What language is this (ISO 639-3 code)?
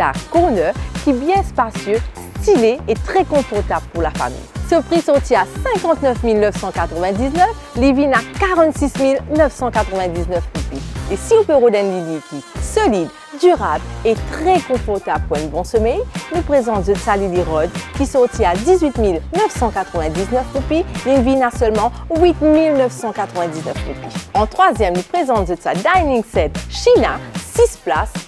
mfe